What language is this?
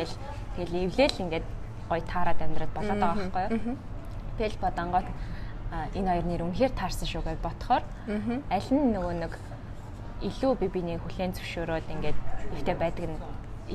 Mongolian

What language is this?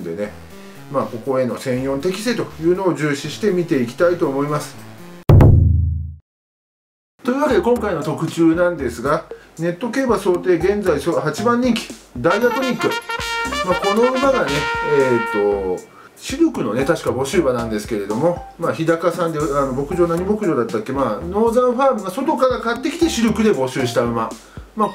Japanese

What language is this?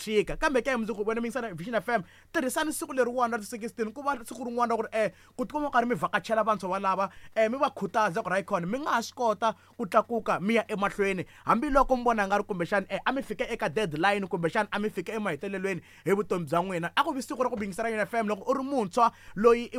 Tsonga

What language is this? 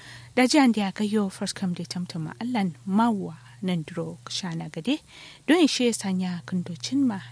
Kanuri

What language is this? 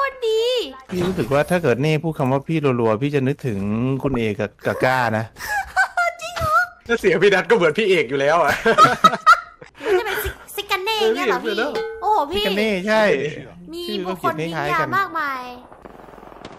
Thai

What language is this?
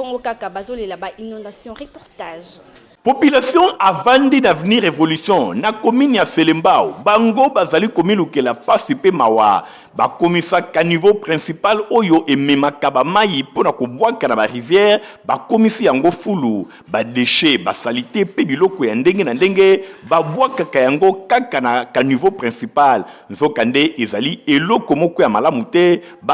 Lingala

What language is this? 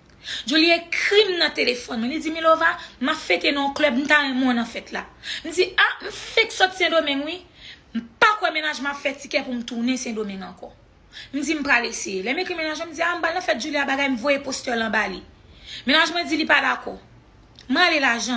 Haitian Creole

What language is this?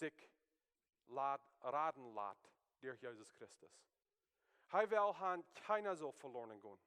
Plautdietsch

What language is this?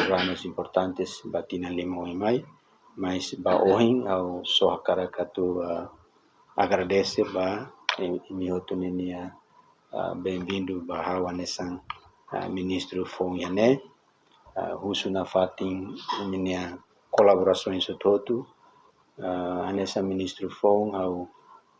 Tetum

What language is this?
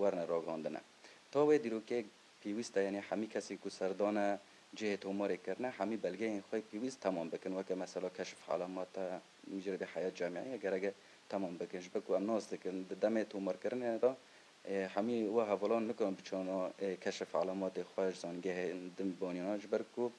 Kurdish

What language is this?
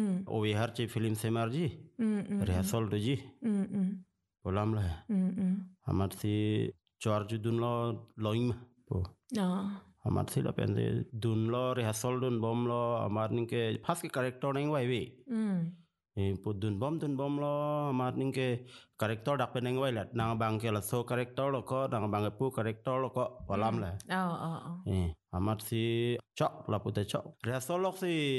Karbi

